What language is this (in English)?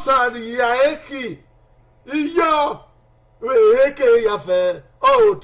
Bini